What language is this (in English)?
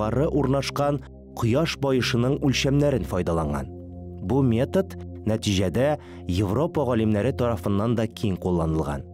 Tatar